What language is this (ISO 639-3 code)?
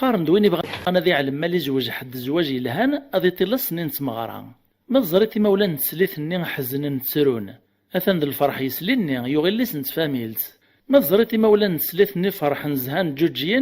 kab